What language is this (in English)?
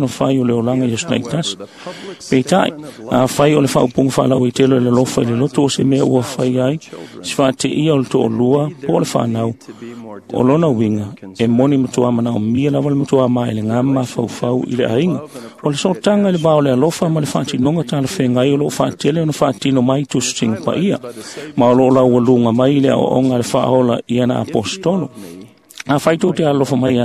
Samoan